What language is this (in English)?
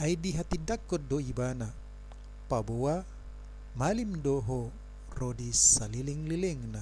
Batak Toba